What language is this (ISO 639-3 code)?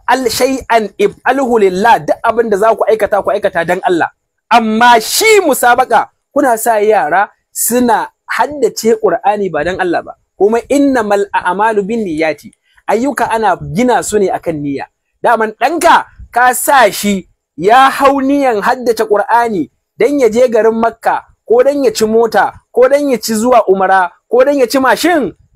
hau